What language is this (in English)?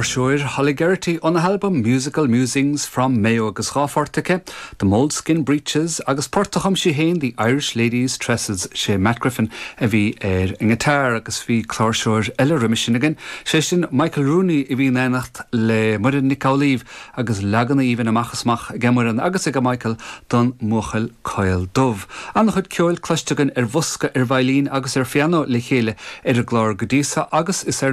Irish